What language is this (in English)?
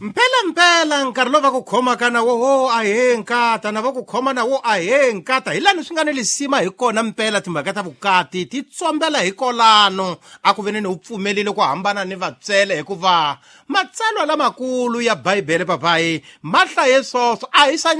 Tsonga